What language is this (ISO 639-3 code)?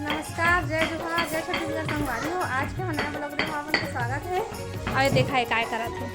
hne